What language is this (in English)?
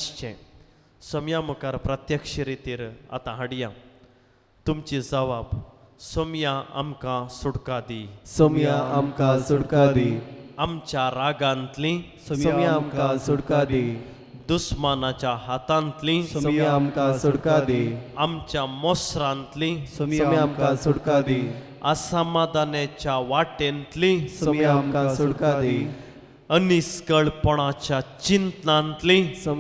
Konkani